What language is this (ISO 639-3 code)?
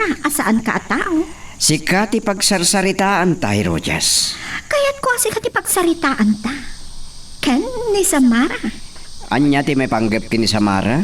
ilo